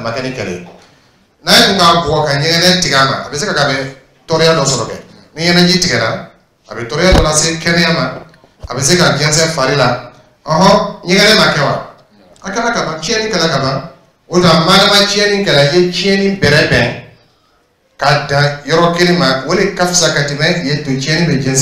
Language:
Dyula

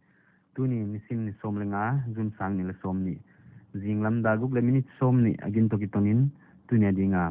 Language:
Paite Chin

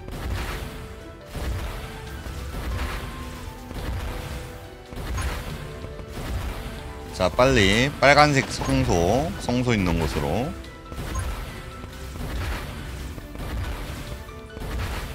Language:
Korean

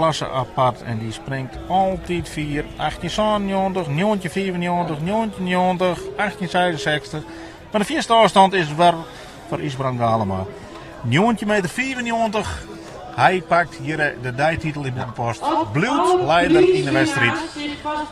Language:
Western Frisian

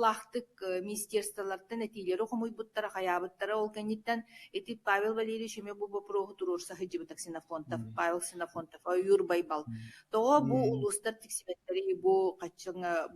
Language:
Yakut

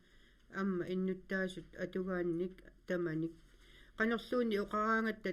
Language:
Kalaallisut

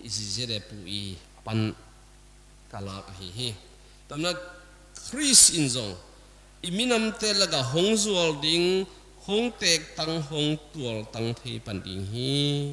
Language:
Tedim Chin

